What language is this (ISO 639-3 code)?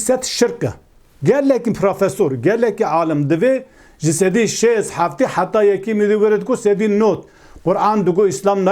kur